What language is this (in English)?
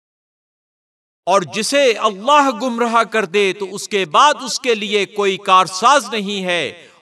Urdu